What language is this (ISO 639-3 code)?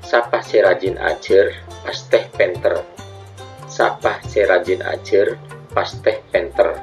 mad